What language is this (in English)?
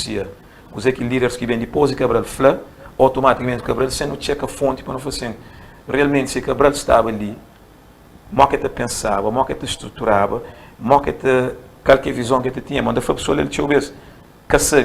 Kabuverdianu